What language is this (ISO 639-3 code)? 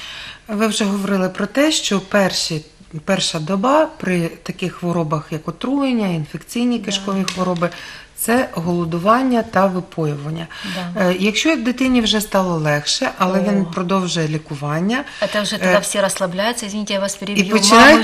ukr